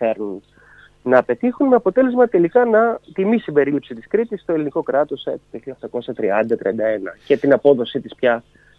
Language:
Greek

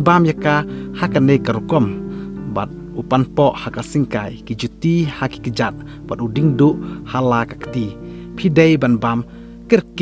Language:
Khasi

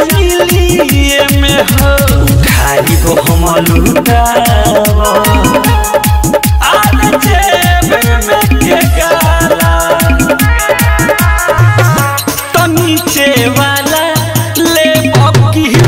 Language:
Bhojpuri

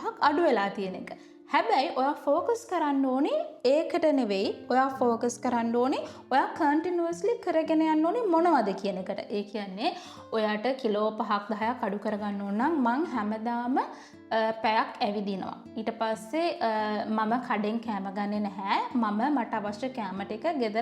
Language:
Sinhala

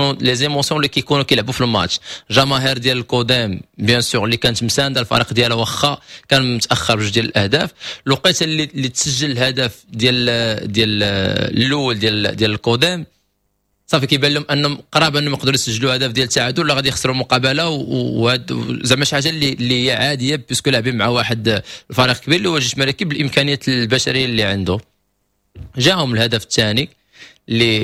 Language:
Moroccan Arabic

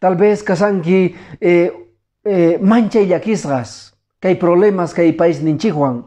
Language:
Quechua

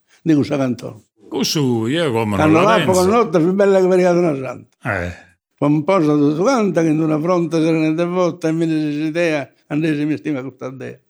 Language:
Sardinian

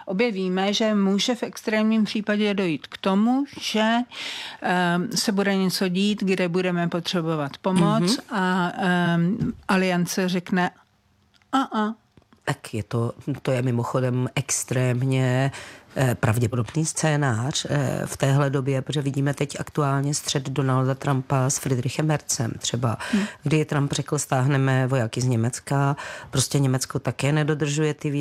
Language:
Czech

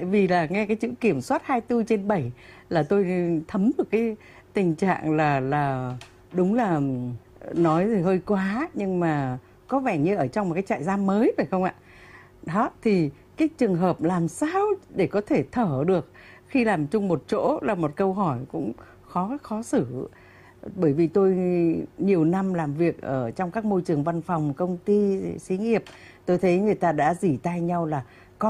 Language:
Vietnamese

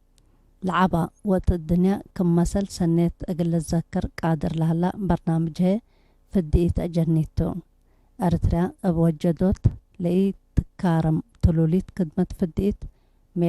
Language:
Tigre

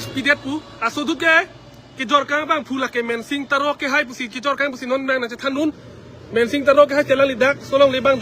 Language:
Karbi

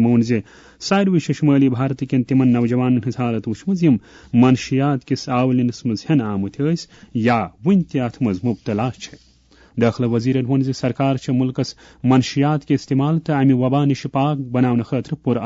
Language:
Kashmiri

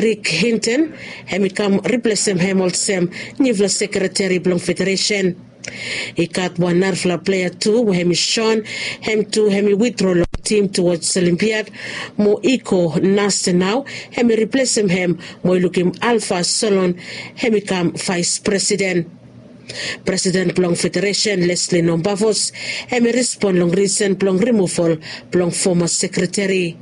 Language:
Bislama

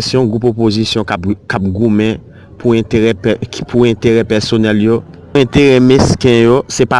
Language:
Haitian Creole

